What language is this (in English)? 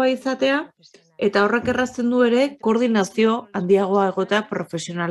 Basque